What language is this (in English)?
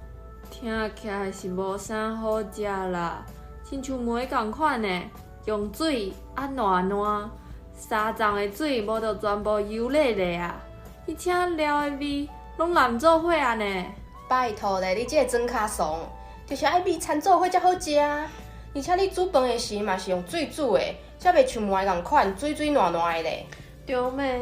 Min Nan Chinese